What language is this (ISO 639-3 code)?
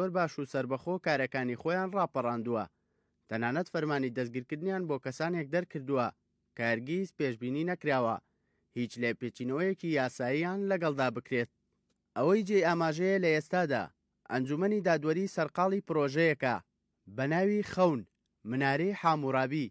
ckb